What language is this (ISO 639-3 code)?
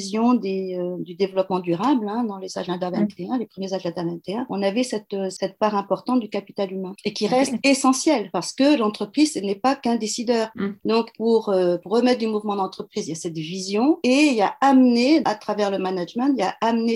fra